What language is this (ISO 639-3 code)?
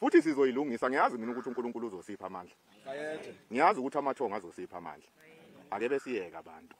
zul